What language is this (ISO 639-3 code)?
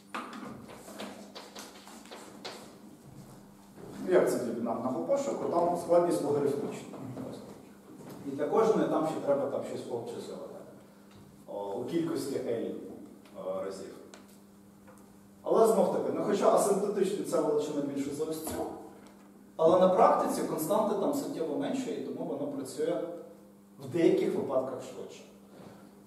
ukr